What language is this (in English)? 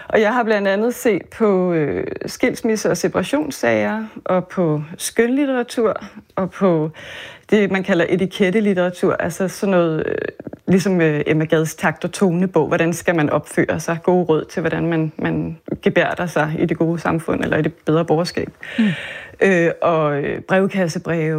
Danish